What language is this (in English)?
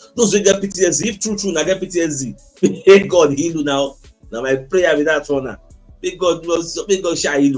Nigerian Pidgin